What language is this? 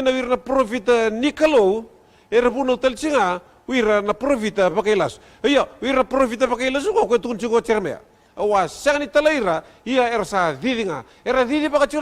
Fijian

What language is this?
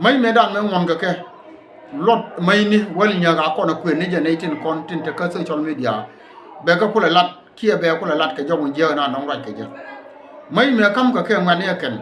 Nuer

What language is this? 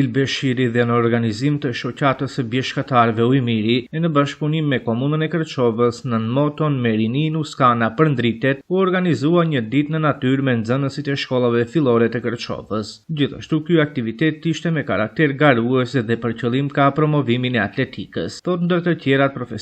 Albanian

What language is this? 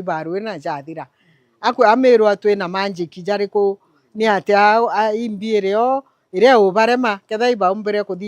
Meru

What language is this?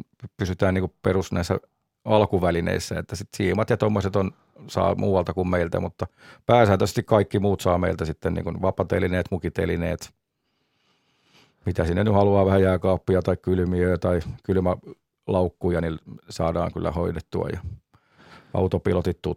Finnish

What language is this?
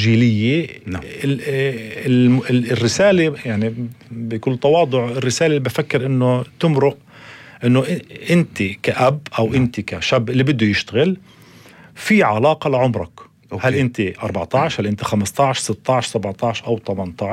North Levantine Arabic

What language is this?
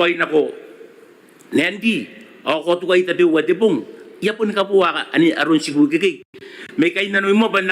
Gilbertese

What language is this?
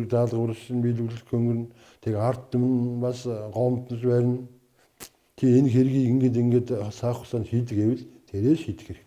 Mongolian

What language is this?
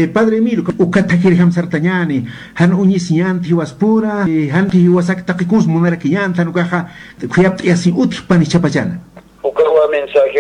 Aymara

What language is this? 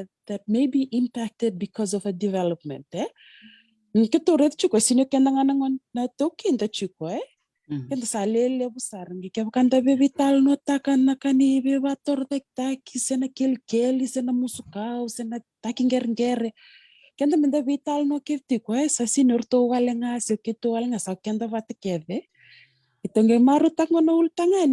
Fijian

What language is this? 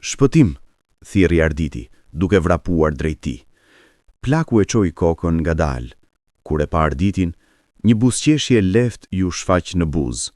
Albanian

